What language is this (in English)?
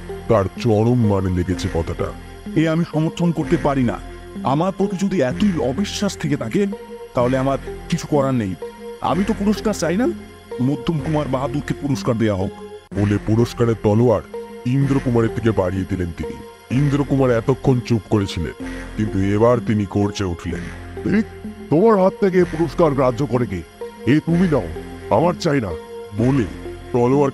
Bangla